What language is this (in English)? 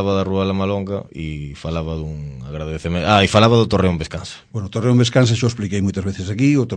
Galician